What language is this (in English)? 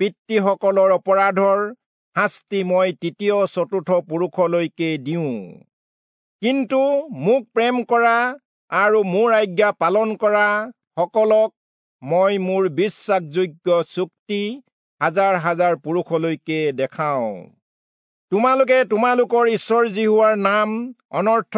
Assamese